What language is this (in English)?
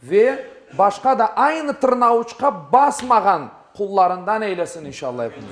Crimean Tatar